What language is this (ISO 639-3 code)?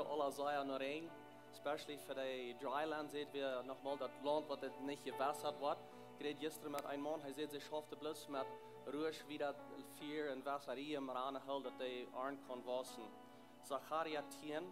pdt